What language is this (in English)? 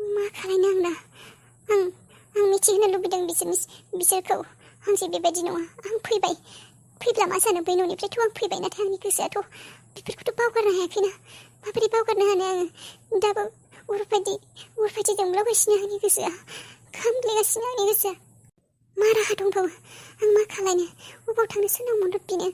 Bodo